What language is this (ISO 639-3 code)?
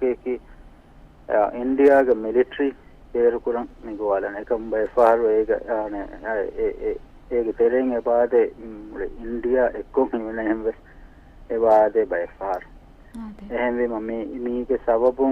div